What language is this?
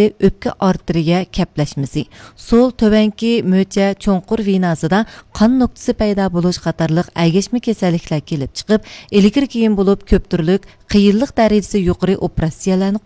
Uyghur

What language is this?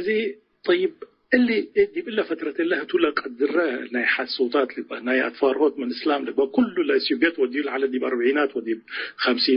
Tigre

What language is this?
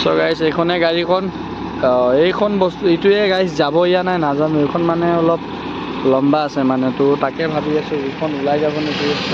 Assamese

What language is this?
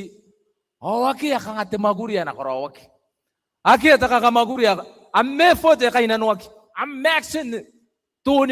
Gilbertese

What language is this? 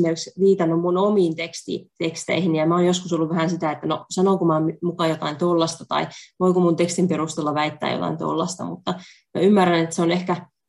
Finnish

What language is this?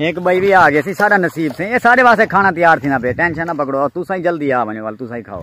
Saraiki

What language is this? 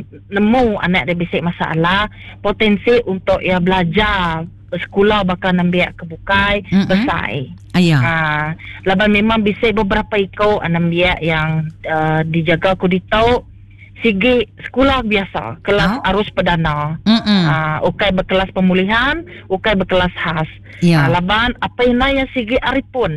Iban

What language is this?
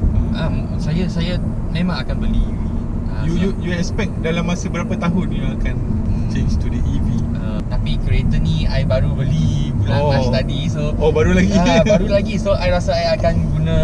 Malay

